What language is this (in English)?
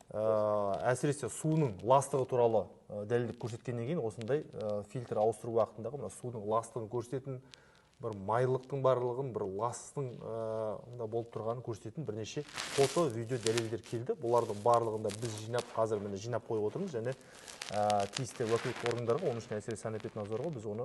Kazakh